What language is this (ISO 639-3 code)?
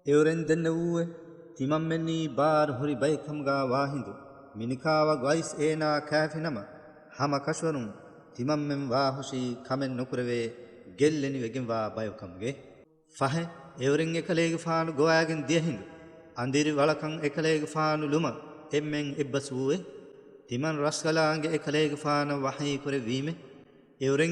div